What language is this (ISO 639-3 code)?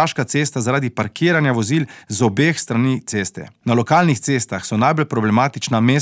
slv